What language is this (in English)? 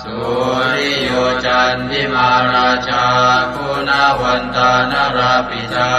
Pali